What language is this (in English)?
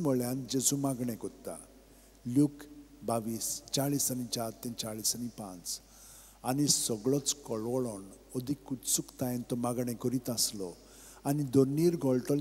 Konkani